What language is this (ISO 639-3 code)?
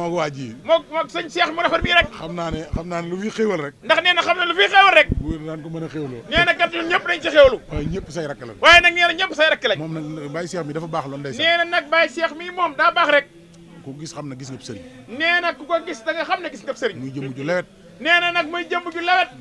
wol